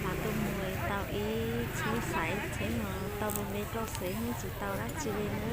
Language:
Hmong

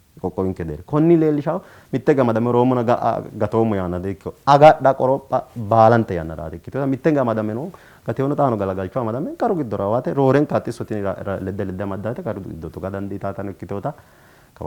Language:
Sidamo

